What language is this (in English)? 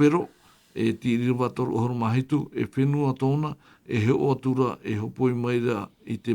Tahitian